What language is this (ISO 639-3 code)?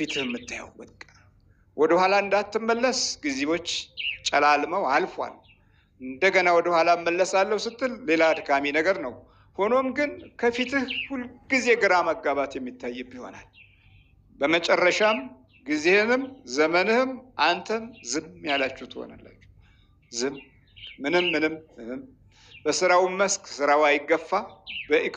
amh